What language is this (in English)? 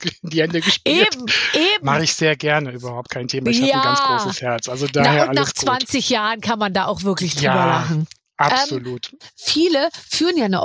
German